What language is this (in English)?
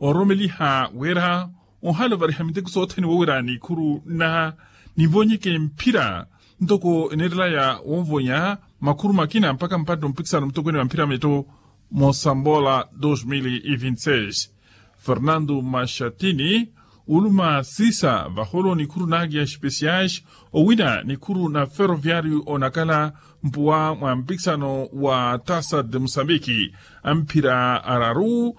Makhuwa